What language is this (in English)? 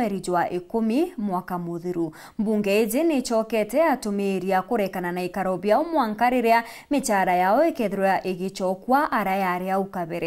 Meru